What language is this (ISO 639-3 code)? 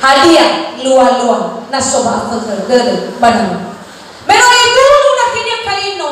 nia